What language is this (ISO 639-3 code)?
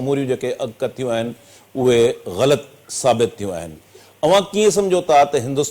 snd